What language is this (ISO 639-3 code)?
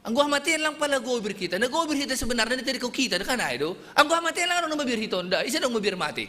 bts